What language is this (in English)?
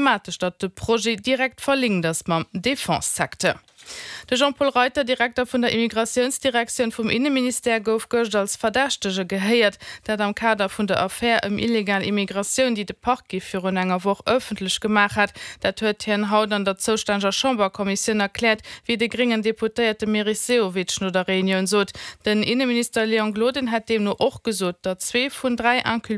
Luxembourgish